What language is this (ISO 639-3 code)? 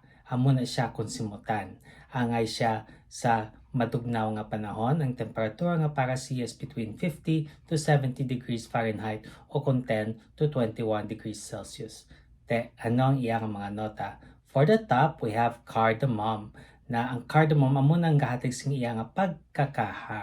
hil